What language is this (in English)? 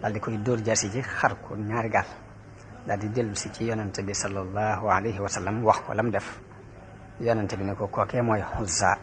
Wolof